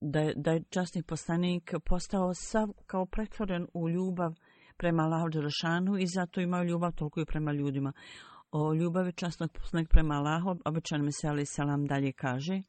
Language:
Bosnian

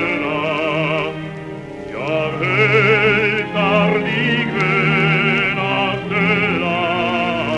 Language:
Swedish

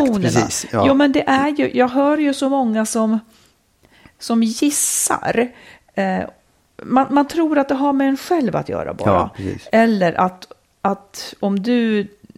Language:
Swedish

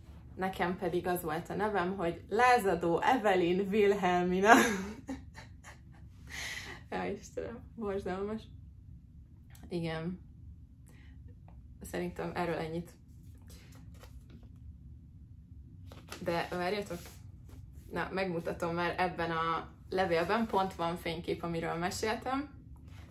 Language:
Hungarian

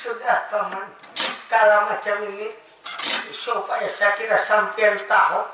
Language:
Banjar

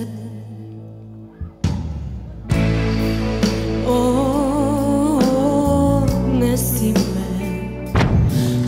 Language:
Serbian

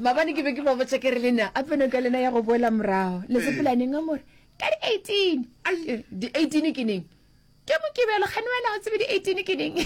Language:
Northern Sotho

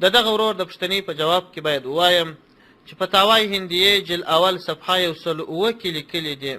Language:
Pashto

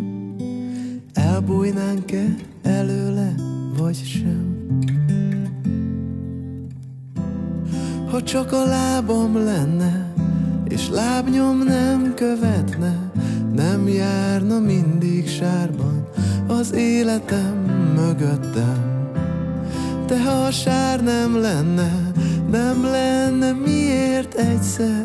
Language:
Hungarian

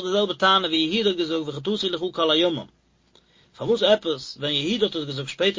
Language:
Yiddish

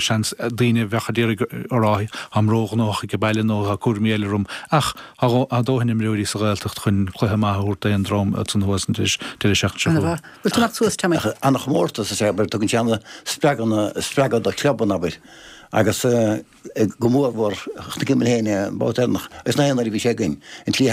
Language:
Irish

